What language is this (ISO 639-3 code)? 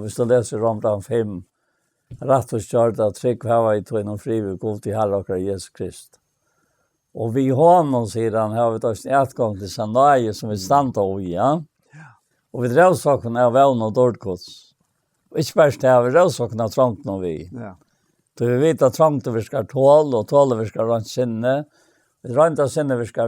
fao